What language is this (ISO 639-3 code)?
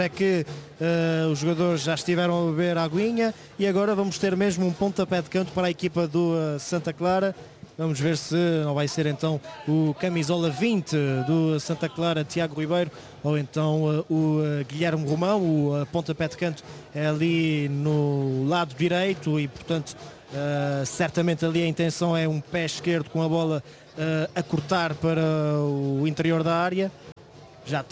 por